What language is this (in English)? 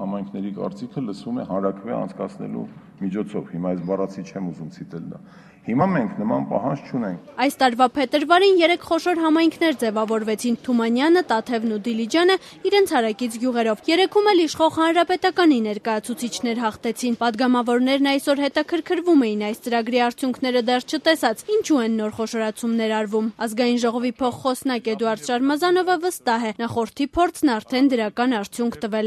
Armenian